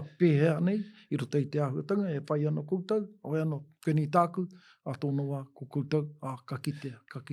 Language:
Māori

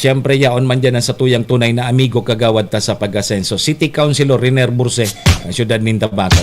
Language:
Bikol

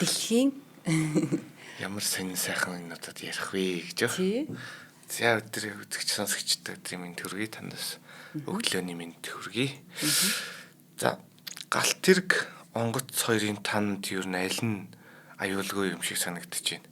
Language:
Mongolian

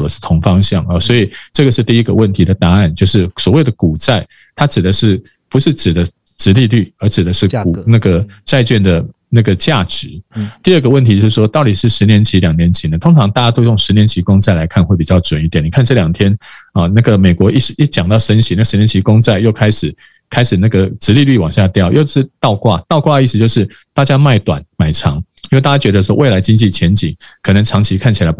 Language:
Chinese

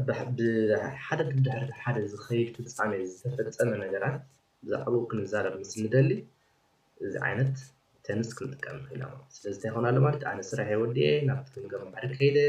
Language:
Tigrinya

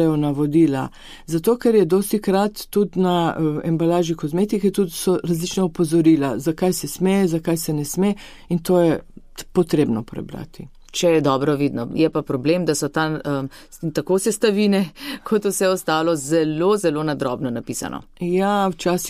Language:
Slovenian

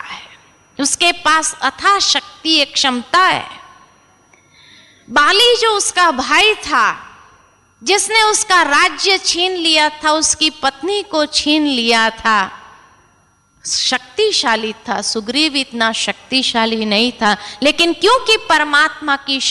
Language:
Hindi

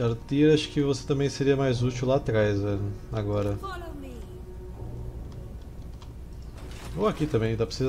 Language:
Portuguese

